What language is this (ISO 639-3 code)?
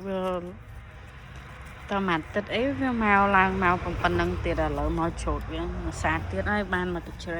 khm